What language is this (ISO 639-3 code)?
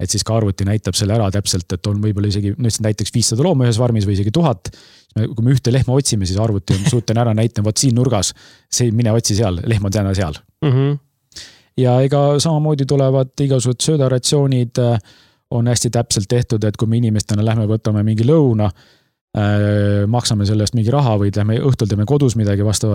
est